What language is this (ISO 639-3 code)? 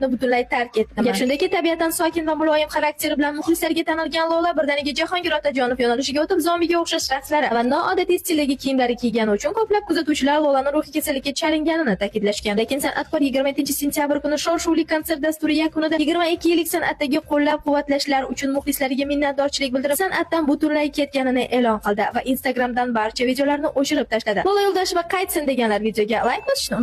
uzb